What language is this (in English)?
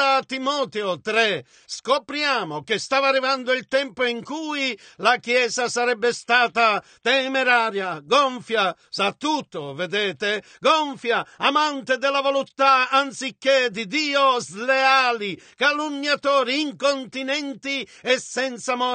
Italian